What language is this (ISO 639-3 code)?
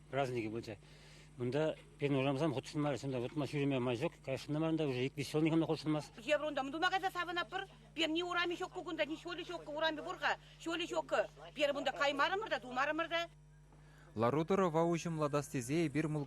chv